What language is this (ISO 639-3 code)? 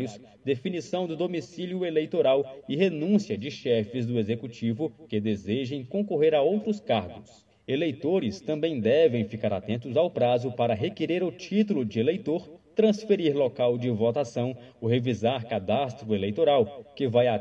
por